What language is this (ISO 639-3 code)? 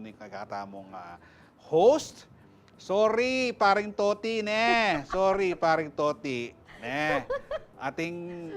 pam